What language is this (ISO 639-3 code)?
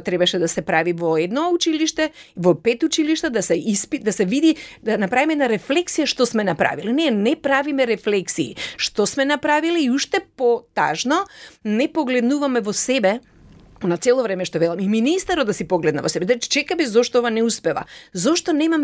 mkd